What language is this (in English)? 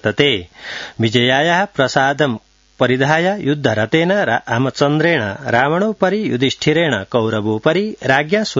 Sanskrit